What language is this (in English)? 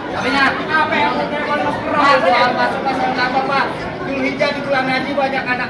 Betawi